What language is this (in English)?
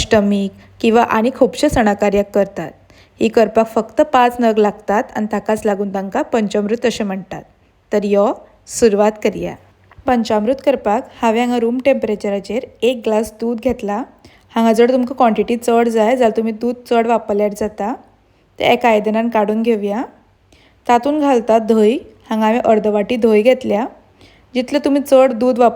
Konkani